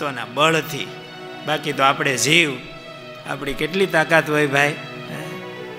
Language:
Gujarati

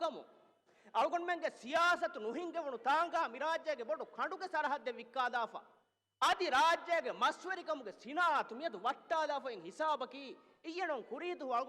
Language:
Divehi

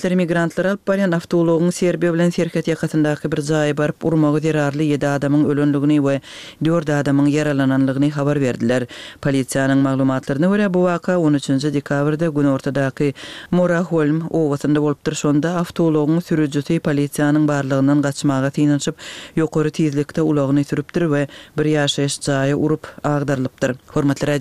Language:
Turkmen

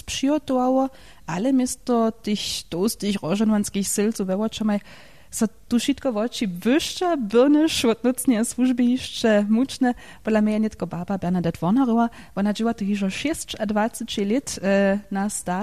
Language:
Upper Sorbian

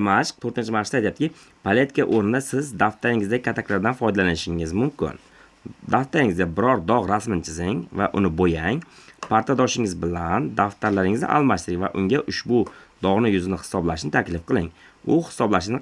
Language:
Uzbek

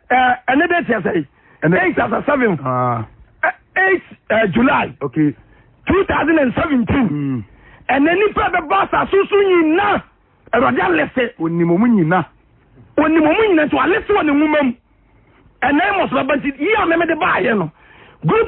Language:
Akan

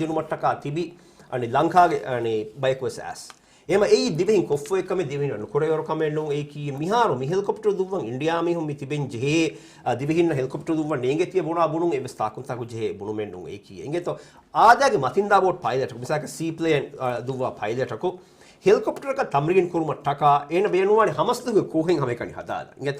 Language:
Divehi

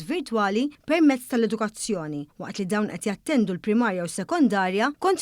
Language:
Maltese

